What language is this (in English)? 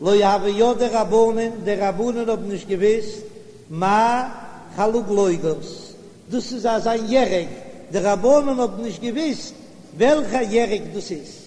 Yiddish